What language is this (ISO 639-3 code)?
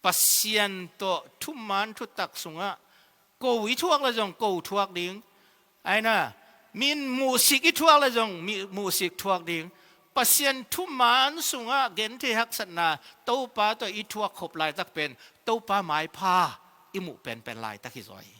ctd